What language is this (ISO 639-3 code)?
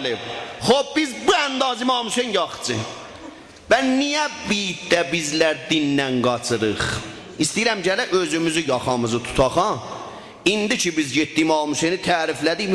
azb